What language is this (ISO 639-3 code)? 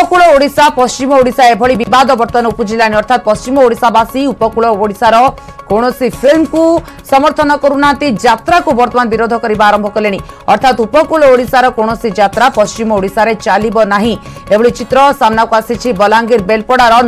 ori